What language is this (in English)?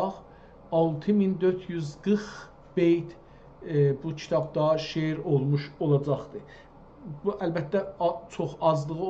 South Azerbaijani